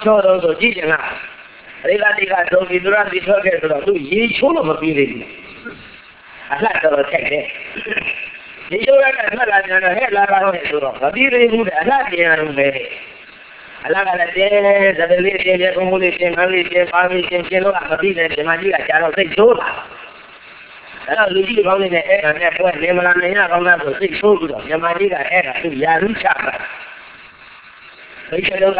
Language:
Burmese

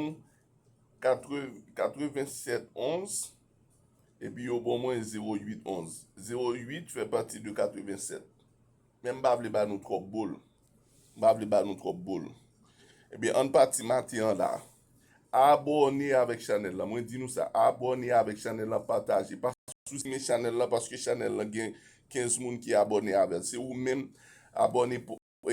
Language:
Haitian Creole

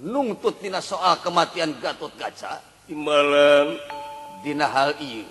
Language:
Sundanese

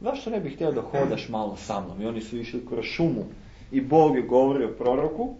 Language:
Serbian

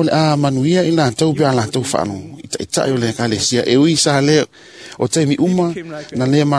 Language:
Samoan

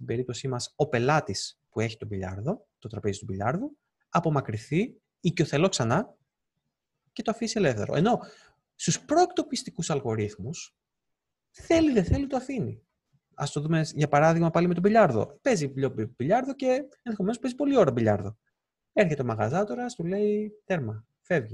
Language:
Greek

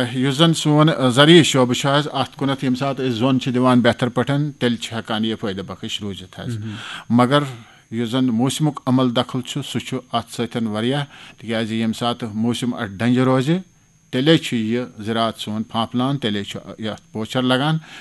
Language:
Kashmiri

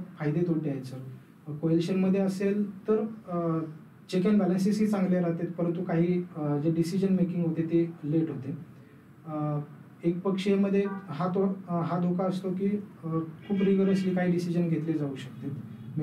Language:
Marathi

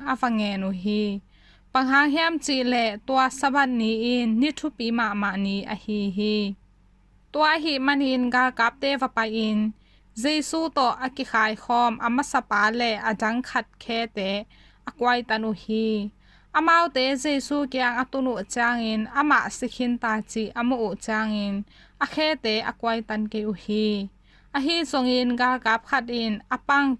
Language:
Tedim Chin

